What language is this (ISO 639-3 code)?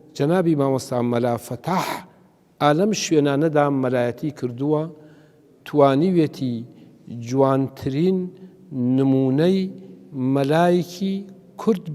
ckb